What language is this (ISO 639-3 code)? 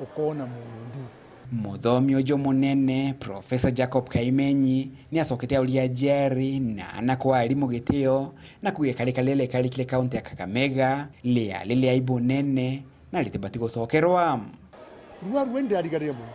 mer